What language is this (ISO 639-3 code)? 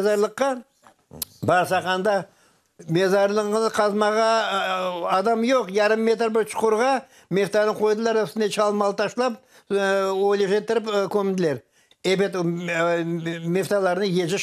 crh